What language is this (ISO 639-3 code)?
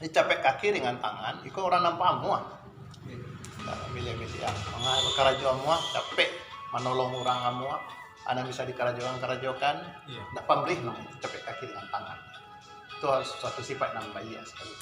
min